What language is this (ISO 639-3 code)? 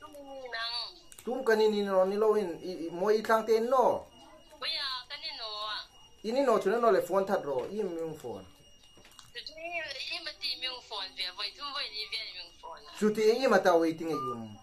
hmr